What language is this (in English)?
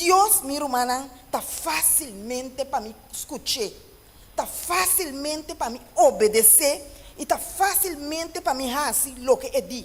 Papiamento